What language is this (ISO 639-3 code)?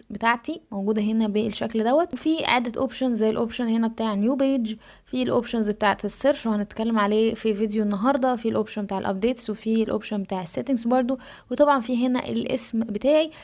arz